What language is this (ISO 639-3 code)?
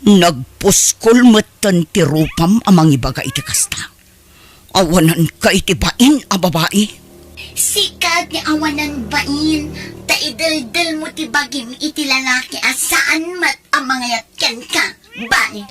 ilo